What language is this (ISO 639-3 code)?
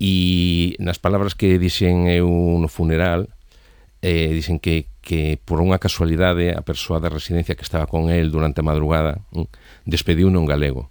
glg